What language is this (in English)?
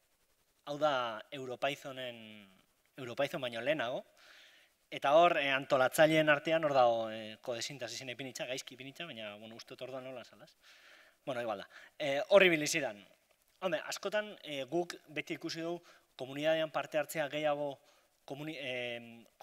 Basque